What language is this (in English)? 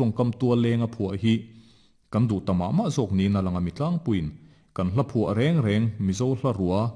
Mizo